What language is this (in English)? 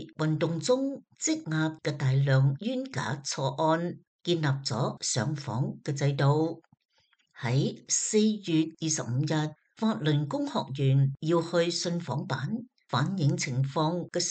Cantonese